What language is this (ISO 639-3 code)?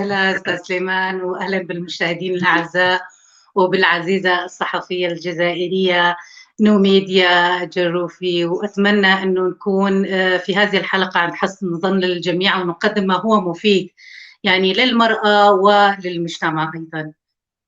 apc